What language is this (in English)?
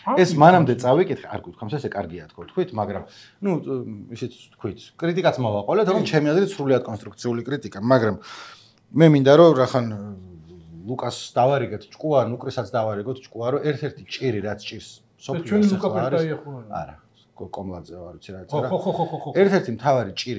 Georgian